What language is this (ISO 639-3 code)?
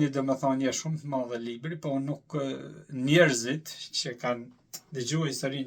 sqi